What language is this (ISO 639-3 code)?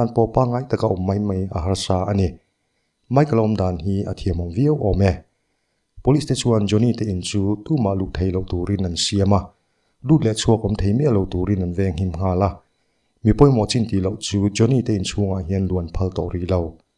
lus